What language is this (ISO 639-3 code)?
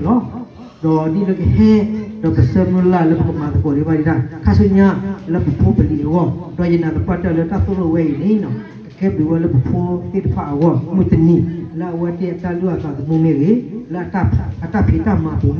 ksw